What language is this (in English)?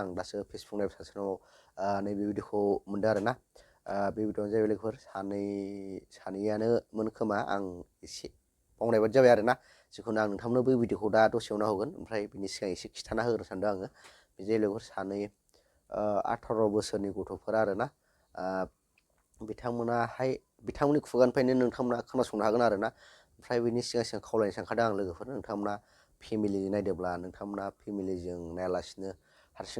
Bodo